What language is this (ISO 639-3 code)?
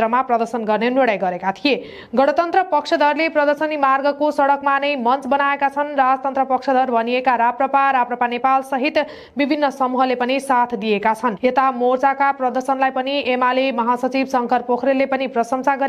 nep